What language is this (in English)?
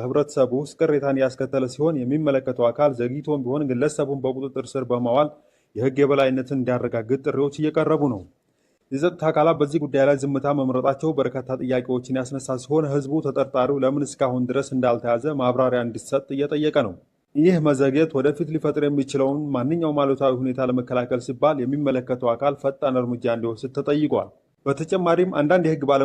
Amharic